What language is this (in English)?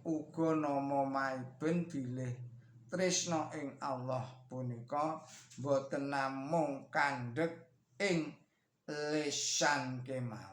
Javanese